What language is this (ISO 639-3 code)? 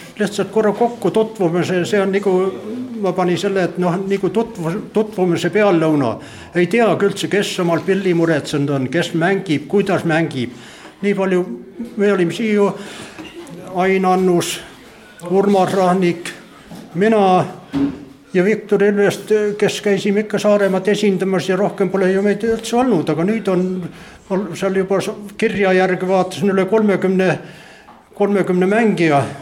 est